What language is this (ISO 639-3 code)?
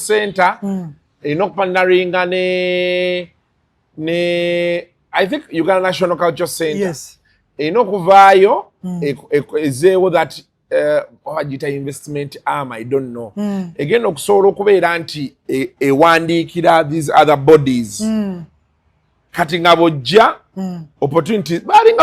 lug